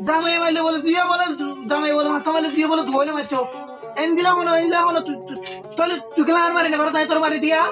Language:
Rohingya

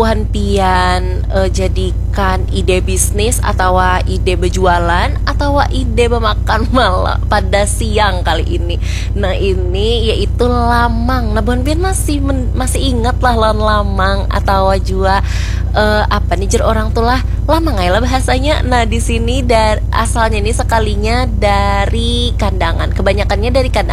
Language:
Banjar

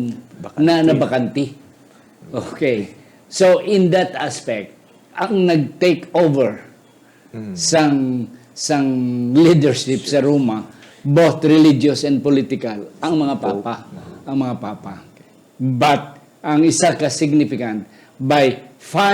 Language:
Hiligaynon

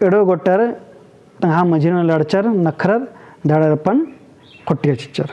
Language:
Kurukh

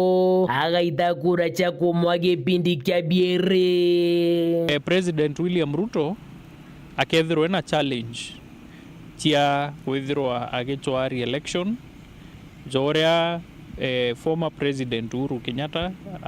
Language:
Meru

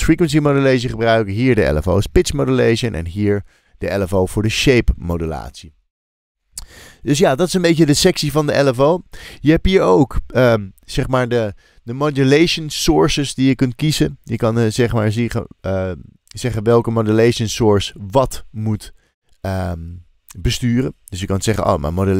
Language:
Dutch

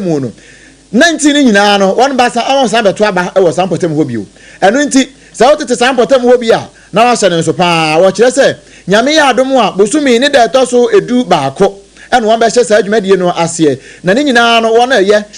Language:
Akan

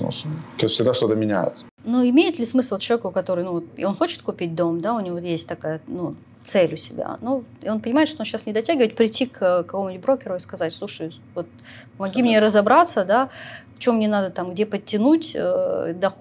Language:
Russian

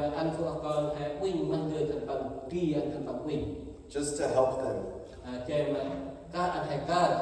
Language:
Central Mnong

